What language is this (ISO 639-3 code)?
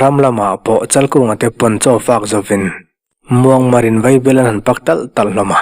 lus